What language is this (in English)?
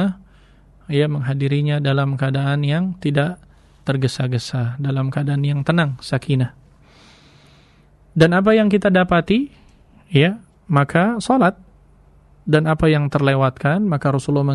Indonesian